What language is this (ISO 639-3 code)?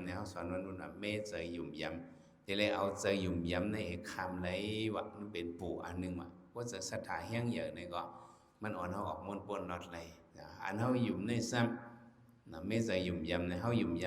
shn